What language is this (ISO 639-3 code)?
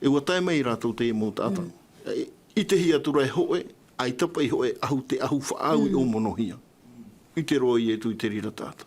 tah